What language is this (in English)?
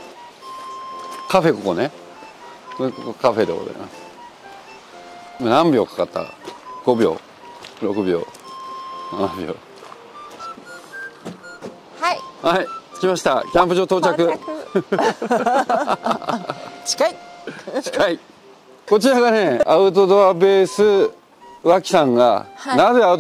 Japanese